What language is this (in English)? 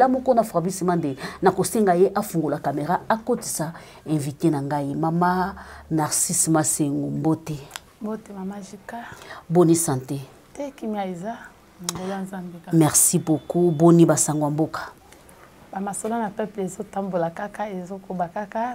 Lingala